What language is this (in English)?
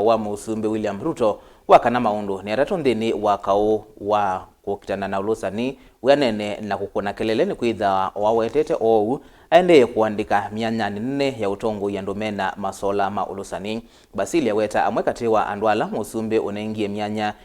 Kamba